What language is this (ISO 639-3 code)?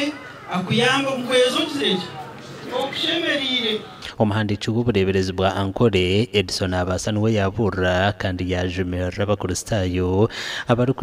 nyn